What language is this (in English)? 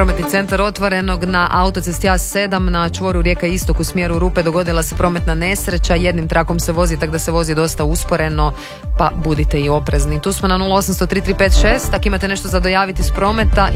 Croatian